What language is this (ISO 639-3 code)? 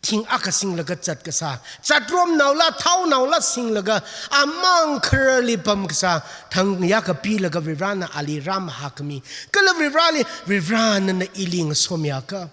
nmf